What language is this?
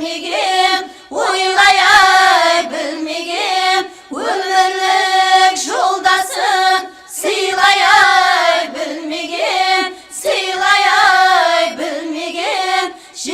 Kara-Kalpak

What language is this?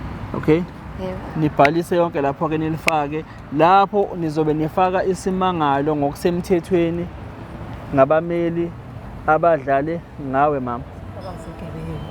Zulu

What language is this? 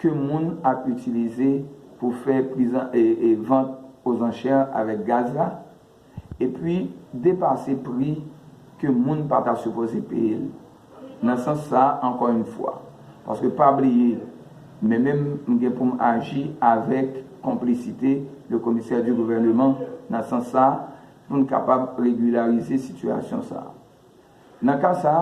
Haitian Creole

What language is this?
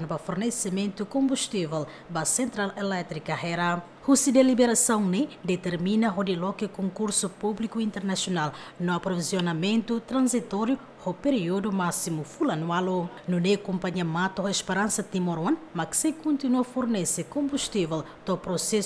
Tetum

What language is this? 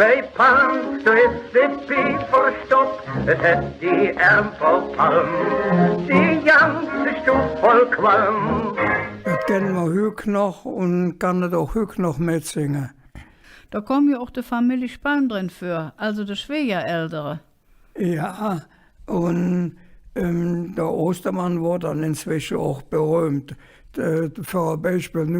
Colognian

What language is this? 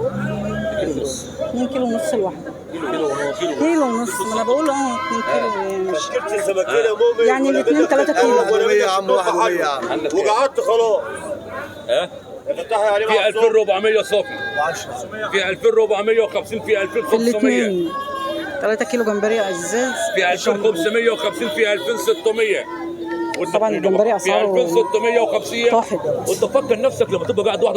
Egyptian Arabic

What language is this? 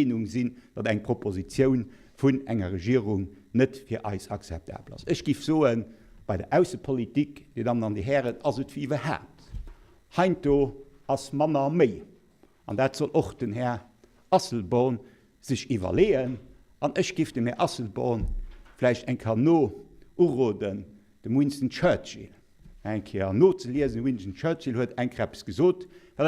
Luxembourgish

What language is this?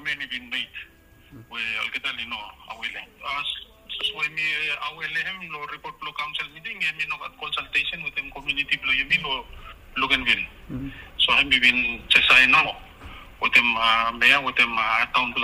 Bislama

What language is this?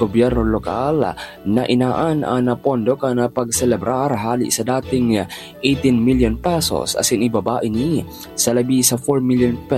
Bikol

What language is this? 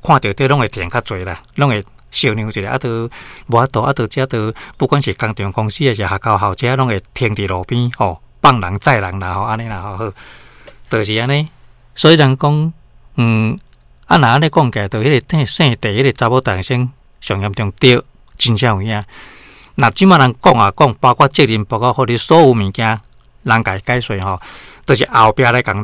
Min Nan Chinese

